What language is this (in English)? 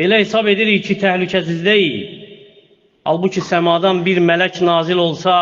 Azerbaijani